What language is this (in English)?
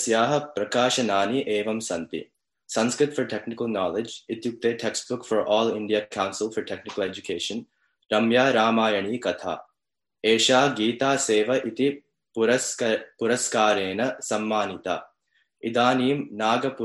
Sanskrit